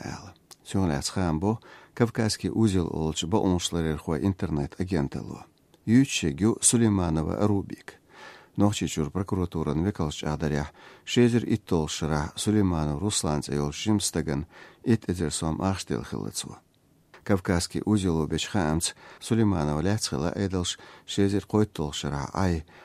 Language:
Chechen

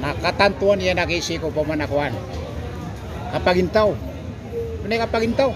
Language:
Maranao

